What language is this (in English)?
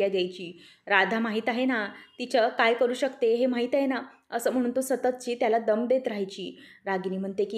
Marathi